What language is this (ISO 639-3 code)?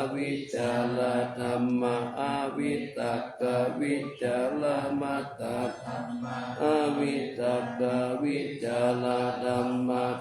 pli